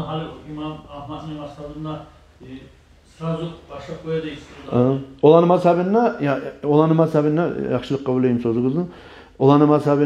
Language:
Kumyk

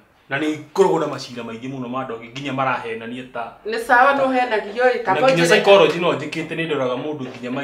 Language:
Kikuyu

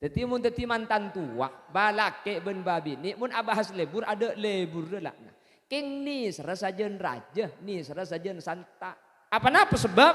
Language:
Madurese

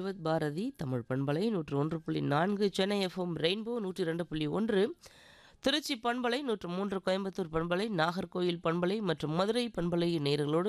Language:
Tamil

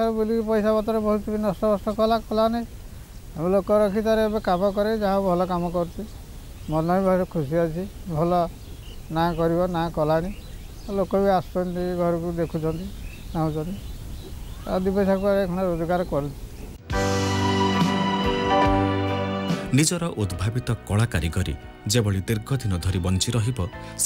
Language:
Odia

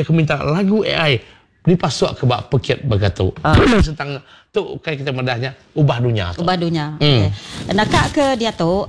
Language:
Iban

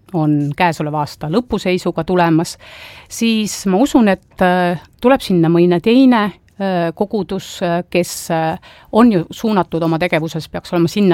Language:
Estonian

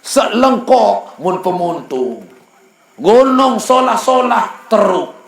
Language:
Sasak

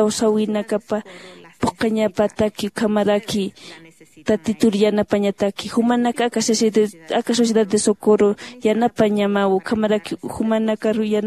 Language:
Aymara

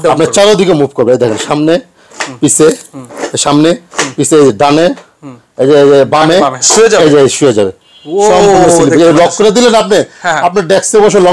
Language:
Bangla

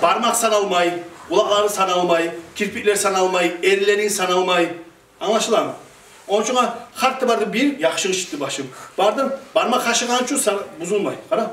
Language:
Kumyk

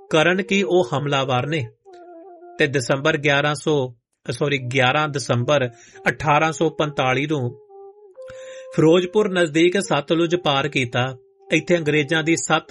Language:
Punjabi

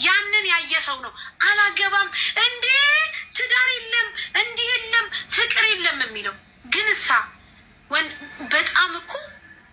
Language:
Amharic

